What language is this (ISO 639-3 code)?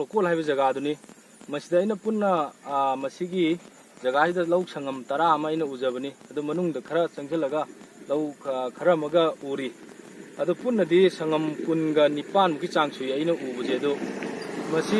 mni